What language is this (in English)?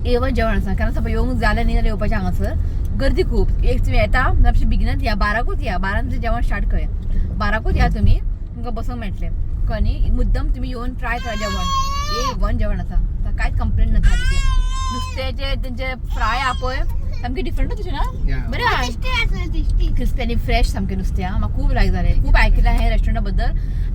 Konkani